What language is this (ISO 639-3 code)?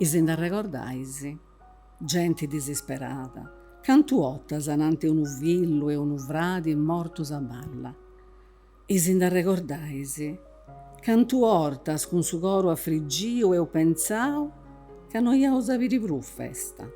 srd